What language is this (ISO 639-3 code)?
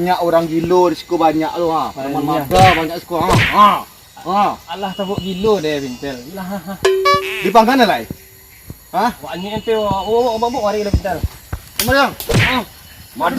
min